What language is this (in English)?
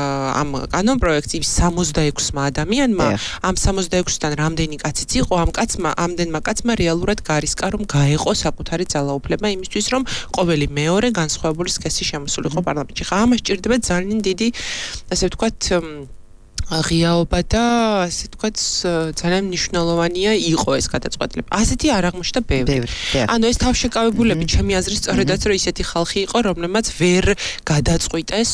Georgian